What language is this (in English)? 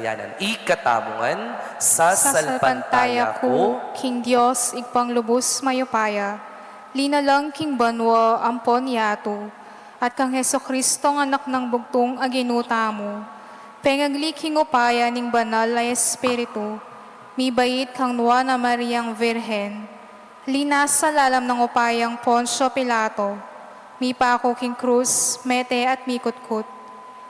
Pampanga